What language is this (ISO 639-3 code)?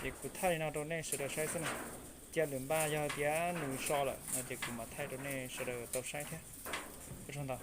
hmn